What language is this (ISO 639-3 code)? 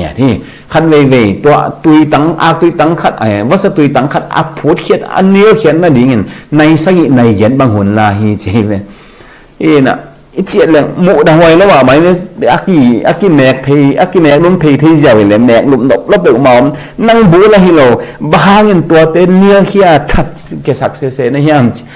ctd